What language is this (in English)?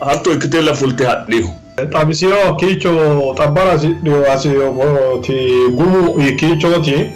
Sidamo